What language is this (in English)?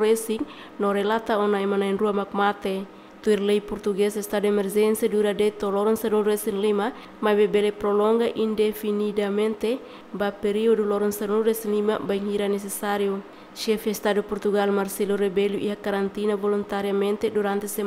Tetum